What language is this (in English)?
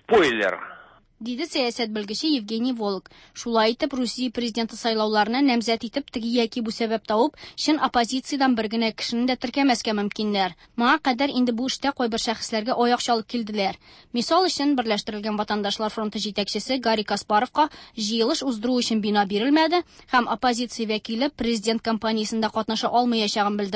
Tatar